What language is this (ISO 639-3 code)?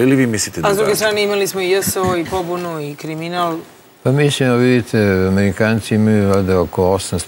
srp